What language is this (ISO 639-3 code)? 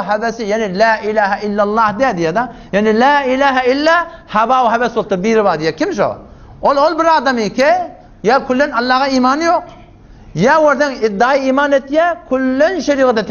tuk